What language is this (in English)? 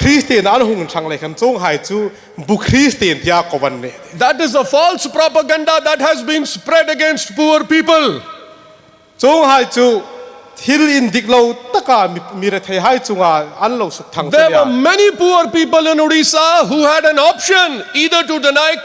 Hmar